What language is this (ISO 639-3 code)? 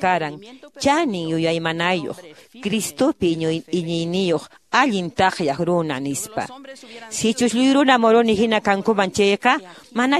que